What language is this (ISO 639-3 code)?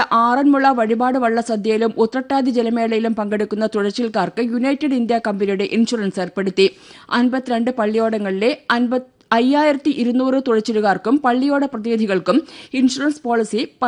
mal